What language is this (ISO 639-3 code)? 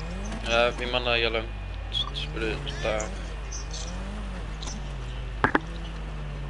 isl